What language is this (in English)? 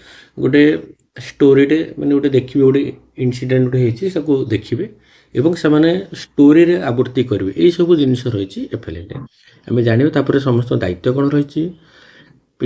Odia